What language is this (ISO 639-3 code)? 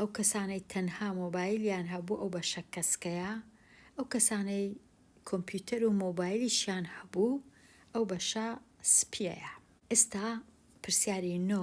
ckb